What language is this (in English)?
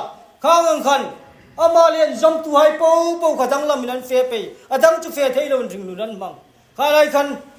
Hmar